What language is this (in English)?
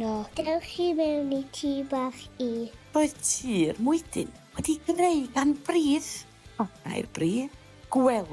Welsh